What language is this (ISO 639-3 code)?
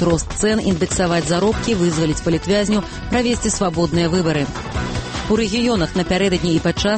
bel